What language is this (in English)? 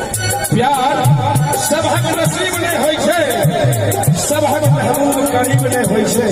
Maithili